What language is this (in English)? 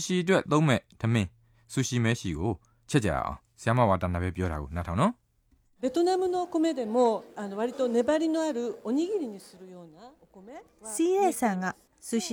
Burmese